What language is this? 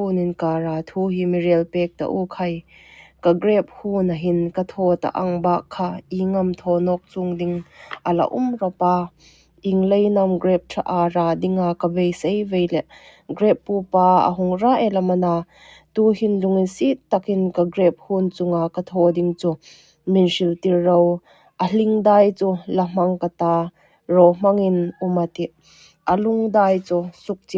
Hmar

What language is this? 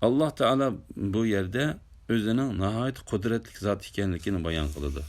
Uyghur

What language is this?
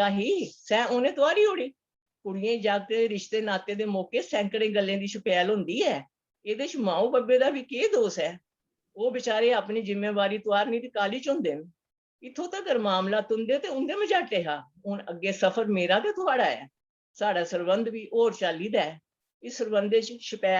Dogri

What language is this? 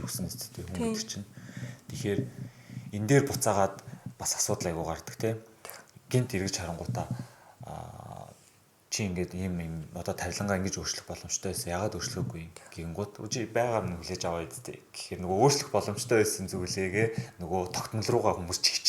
Mongolian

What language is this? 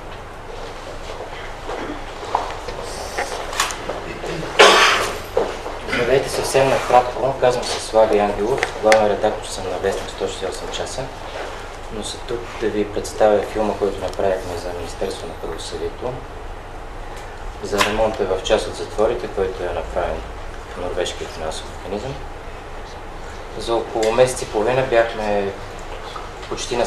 Bulgarian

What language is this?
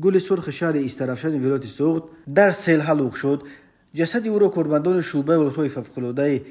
Tajik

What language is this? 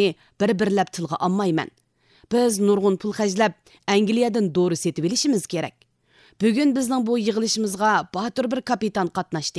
Uyghur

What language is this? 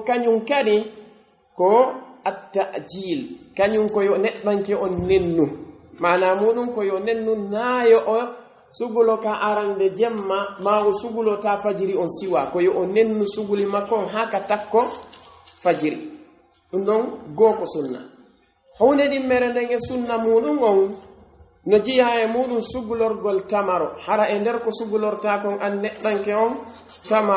Pular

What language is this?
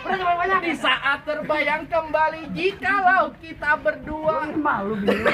Betawi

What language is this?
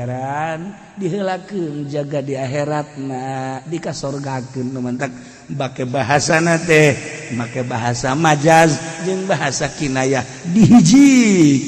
Sundanese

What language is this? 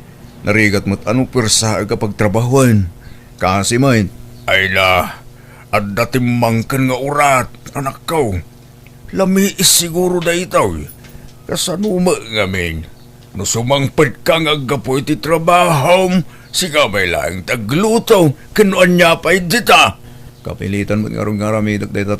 Iloko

